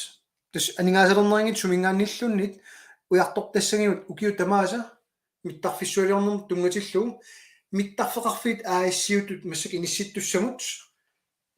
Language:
Kalaallisut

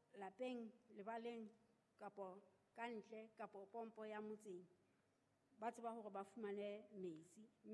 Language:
Southern Sotho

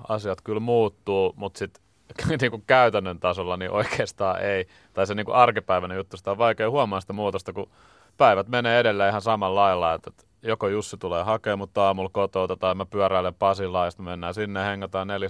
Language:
Finnish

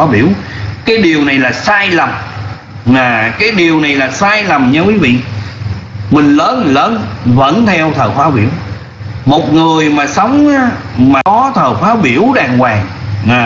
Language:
Vietnamese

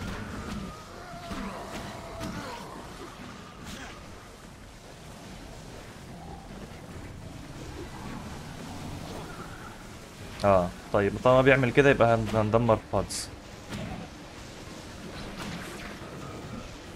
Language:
Egyptian Arabic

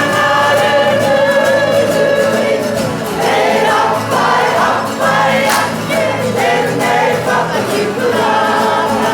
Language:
Māori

